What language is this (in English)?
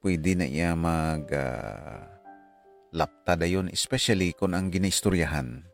Hiligaynon